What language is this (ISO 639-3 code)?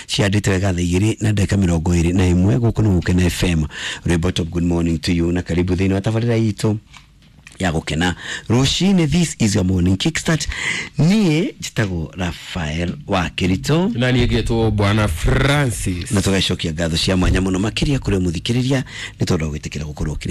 kik